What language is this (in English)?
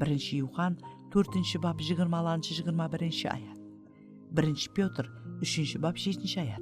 Kara-Kalpak